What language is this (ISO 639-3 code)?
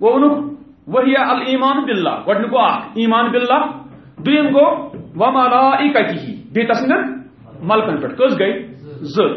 kas